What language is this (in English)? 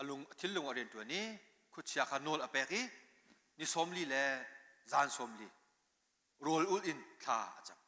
Hakha Chin